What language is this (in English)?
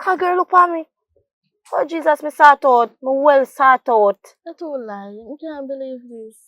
Jamaican Creole English